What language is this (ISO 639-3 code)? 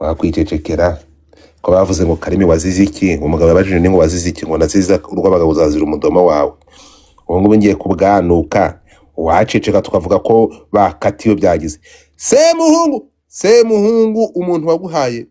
kin